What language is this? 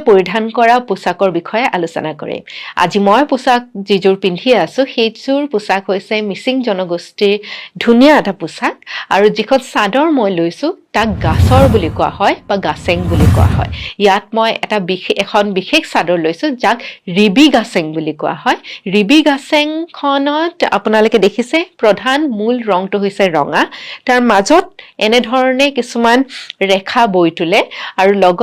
Assamese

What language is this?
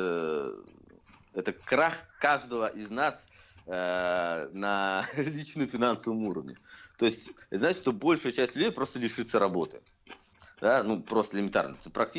Russian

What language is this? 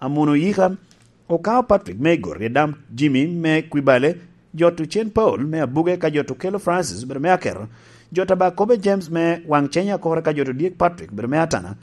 Lango (Uganda)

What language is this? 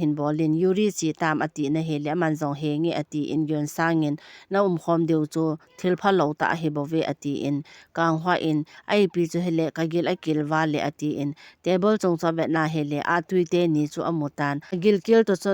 Thado Chin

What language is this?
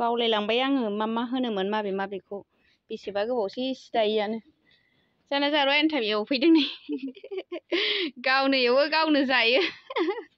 Bodo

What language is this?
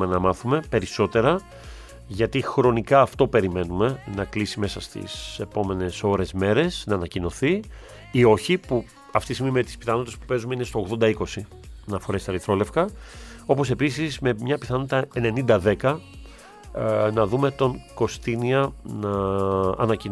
Greek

